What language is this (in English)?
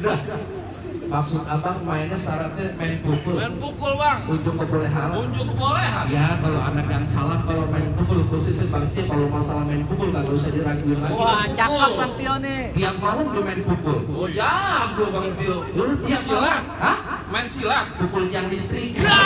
Betawi